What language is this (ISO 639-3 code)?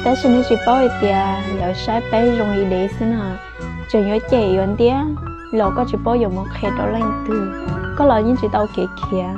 hmn